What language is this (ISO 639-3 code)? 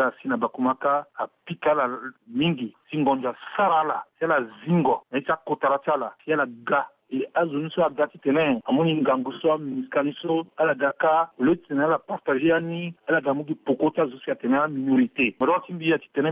sag